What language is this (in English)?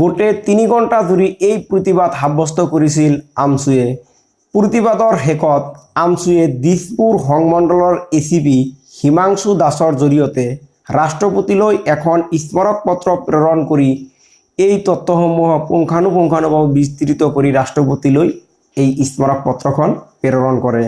Assamese